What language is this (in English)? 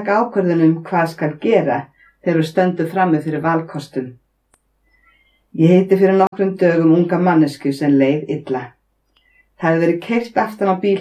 Icelandic